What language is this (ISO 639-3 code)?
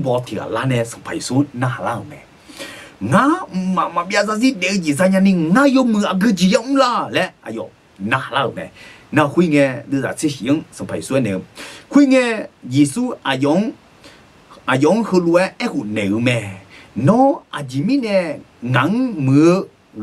ahk